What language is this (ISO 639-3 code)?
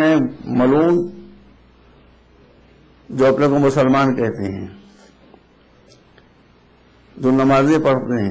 urd